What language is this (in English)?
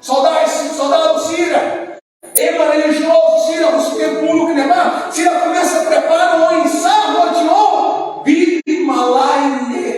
Tetum